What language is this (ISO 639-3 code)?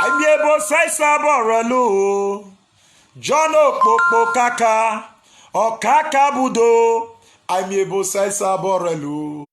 pcm